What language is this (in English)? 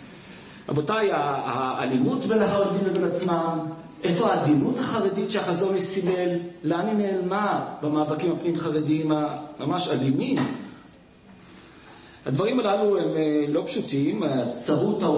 Hebrew